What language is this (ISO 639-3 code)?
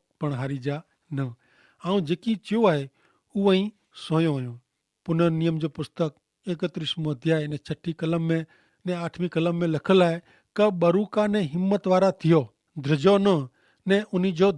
kfr